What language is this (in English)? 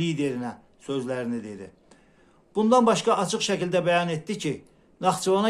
Azerbaijani